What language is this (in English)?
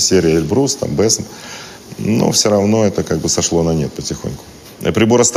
Russian